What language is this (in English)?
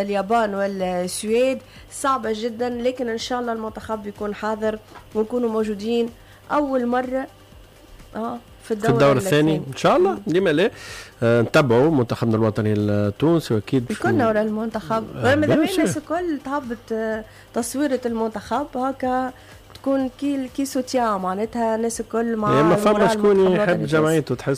Tunisian Arabic